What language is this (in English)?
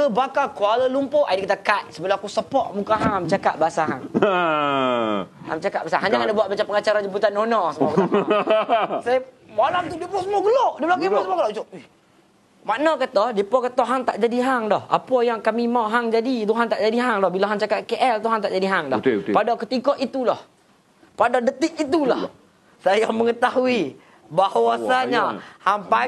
Malay